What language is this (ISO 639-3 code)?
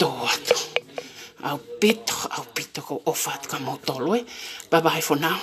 ton